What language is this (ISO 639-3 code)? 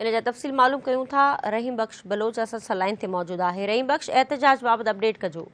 snd